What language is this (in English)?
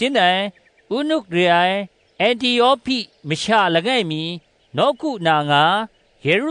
Kachin